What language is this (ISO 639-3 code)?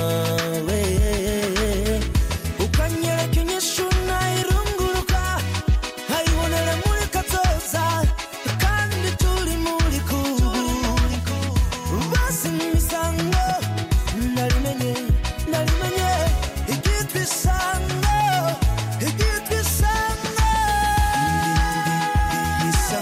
kin